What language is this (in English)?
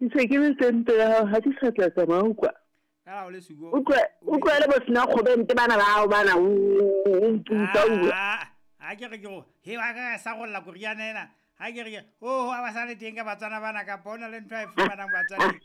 Southern Sotho